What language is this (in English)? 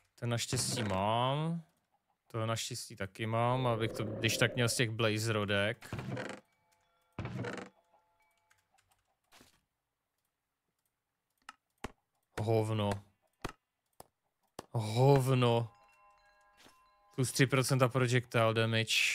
Czech